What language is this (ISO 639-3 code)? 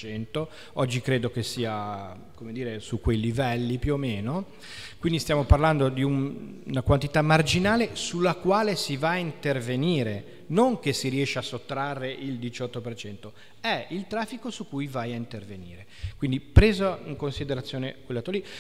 ita